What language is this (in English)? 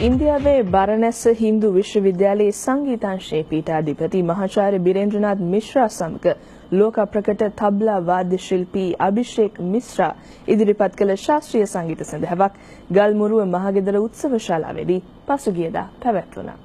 Sinhala